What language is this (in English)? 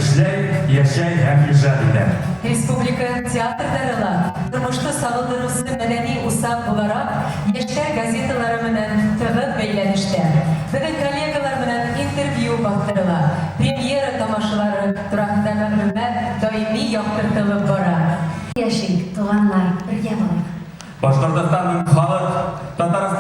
Bashkir